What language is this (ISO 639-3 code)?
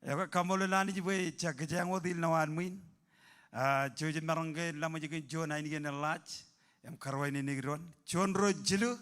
mah